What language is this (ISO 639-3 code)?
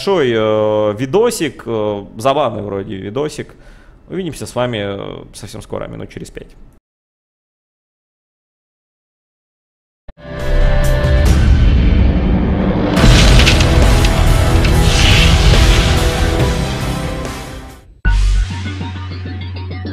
rus